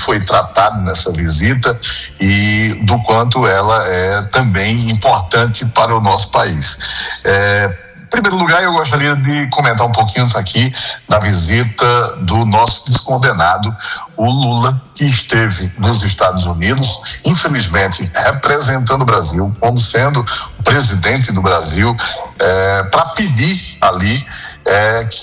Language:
Portuguese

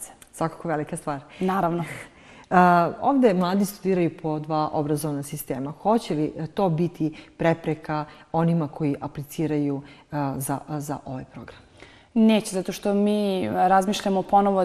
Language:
Serbian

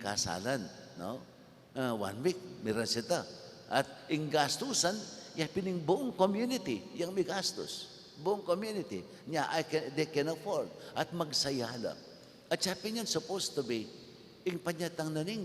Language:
Pampanga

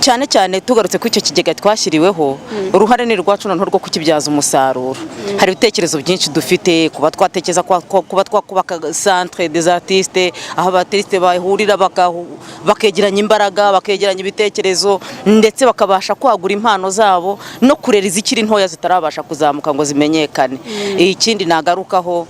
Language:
Kinyarwanda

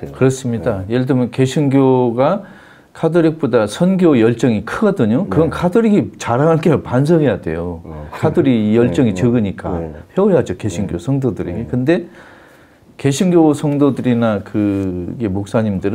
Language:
Korean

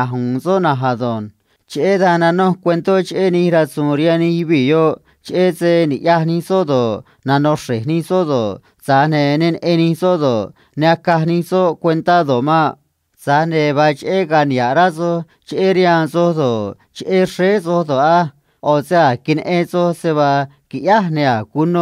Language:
Copala Triqui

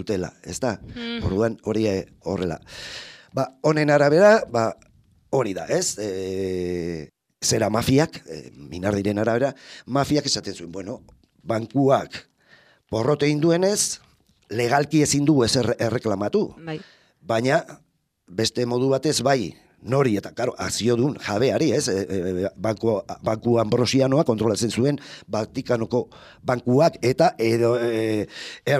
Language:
Basque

